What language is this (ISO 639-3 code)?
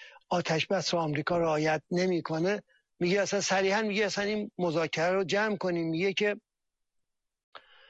fas